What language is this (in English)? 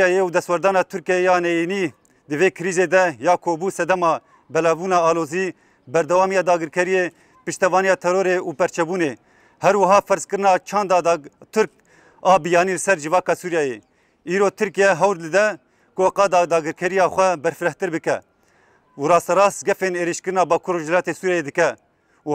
Kurdish